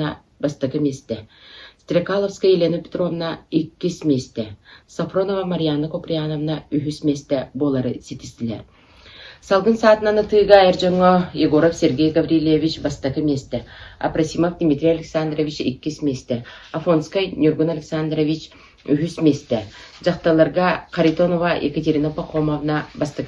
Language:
Yakut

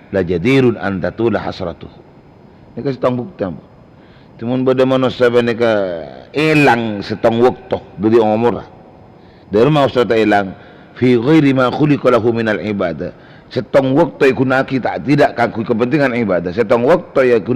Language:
Madurese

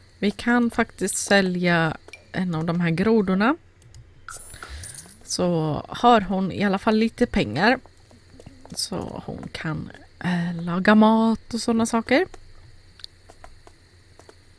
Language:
Swedish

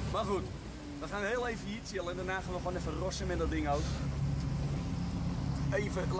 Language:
Dutch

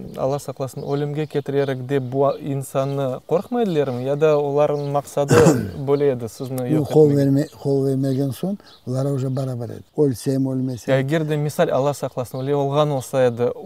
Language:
Crimean Tatar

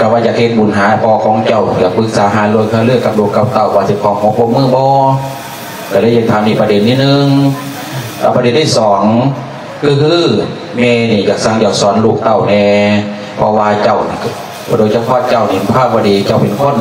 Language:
Lao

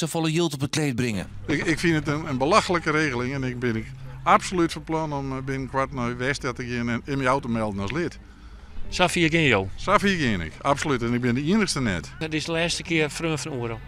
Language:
Western Frisian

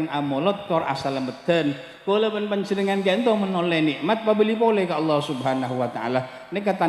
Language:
Madurese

